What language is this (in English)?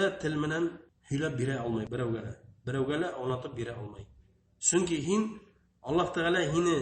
Bashkir